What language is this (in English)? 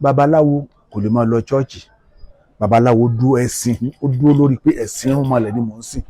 Yoruba